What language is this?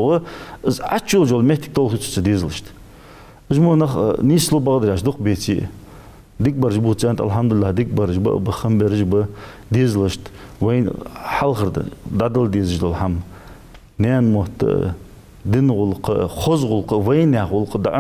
Ingush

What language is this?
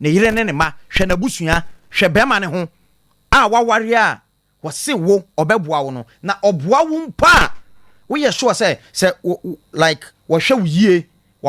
Akan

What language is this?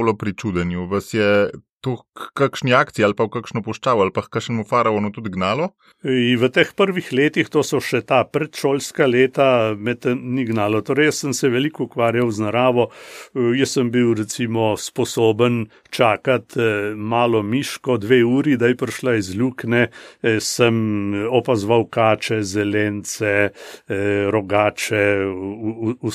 Slovenian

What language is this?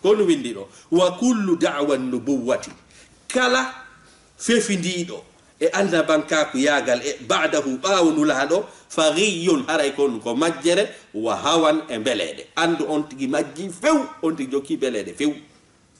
Fula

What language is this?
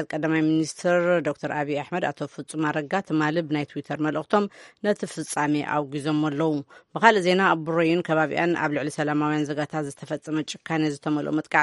Tigrinya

